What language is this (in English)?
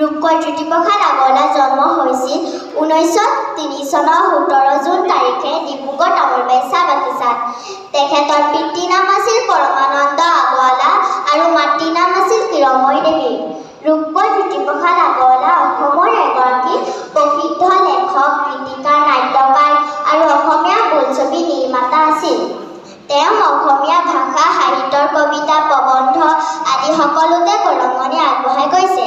Assamese